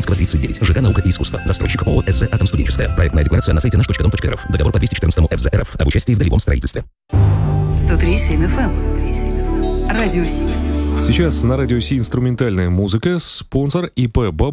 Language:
Russian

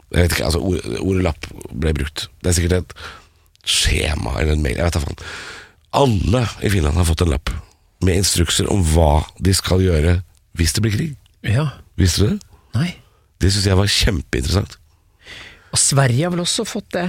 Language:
Norwegian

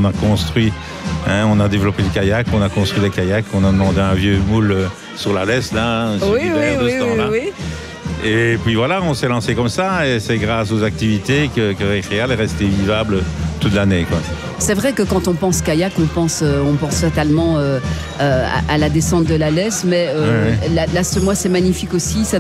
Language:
French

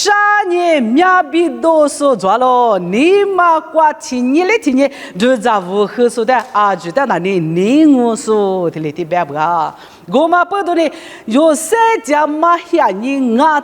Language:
Lisu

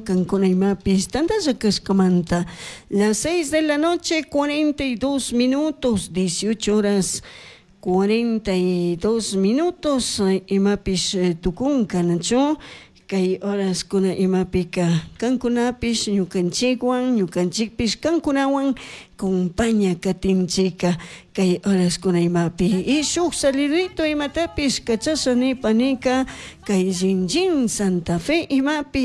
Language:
Chimborazo Highland Quichua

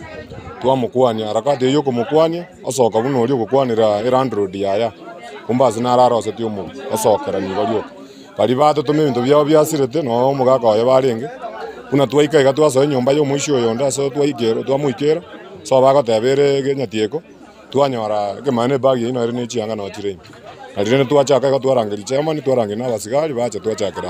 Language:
Gusii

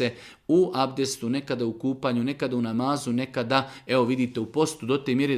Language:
Bosnian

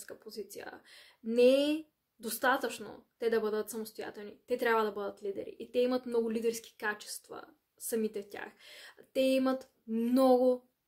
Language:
Bulgarian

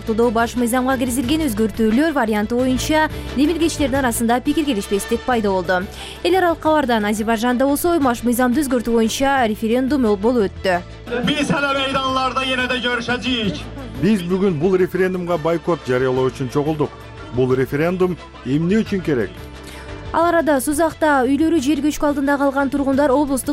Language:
Kyrgyz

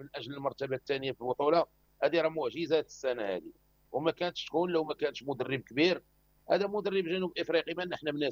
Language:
Moroccan Arabic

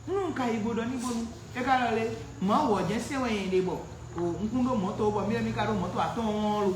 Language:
Fon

